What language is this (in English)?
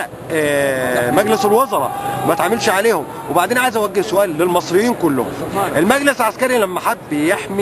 Egyptian Arabic